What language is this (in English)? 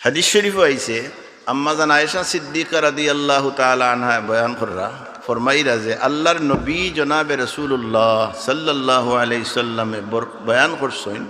Sylheti